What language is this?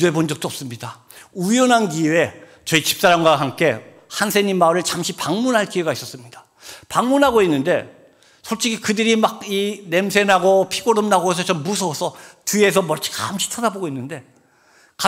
Korean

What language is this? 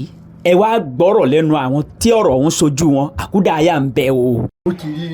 Yoruba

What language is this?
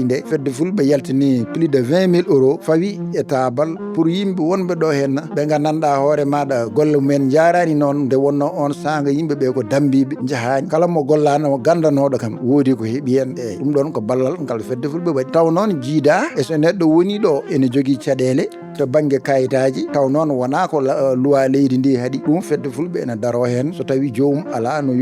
Fula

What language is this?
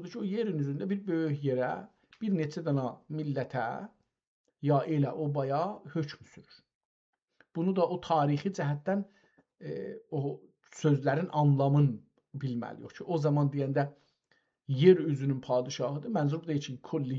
South Azerbaijani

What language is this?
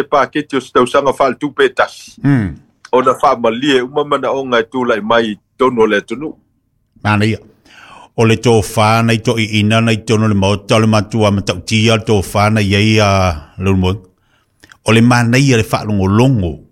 Samoan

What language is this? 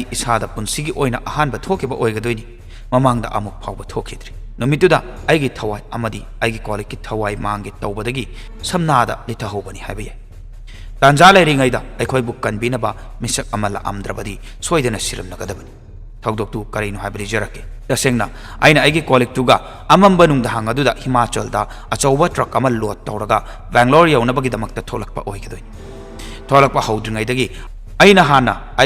Manipuri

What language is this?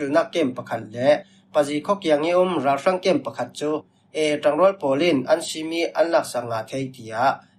Falam Chin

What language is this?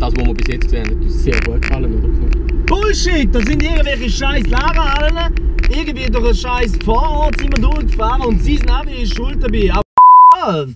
Swiss German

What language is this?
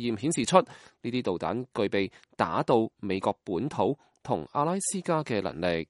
Cantonese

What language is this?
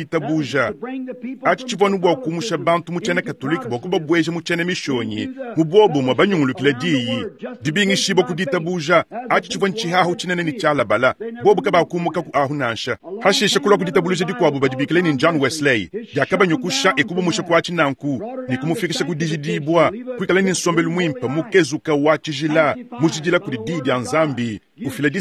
Luba-Lulua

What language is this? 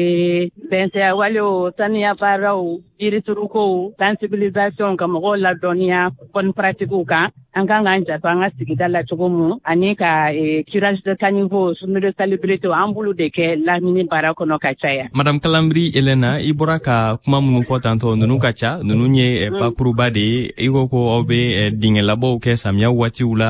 Bambara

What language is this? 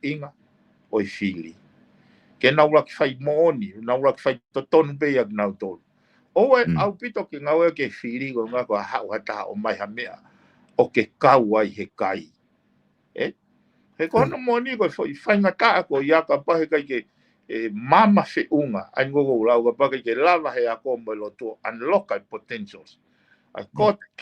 Tongan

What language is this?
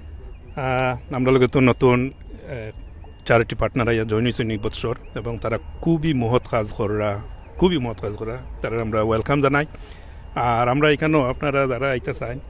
Sylheti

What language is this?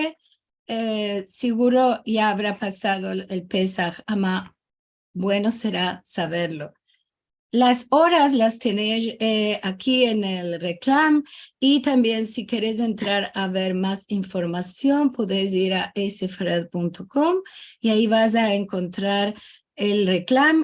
Ladino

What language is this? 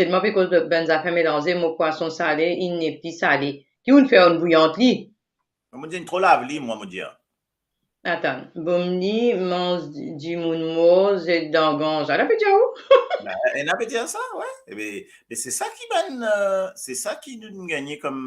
Morisyen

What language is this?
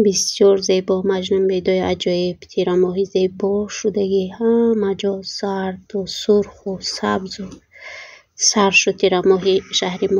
Tajik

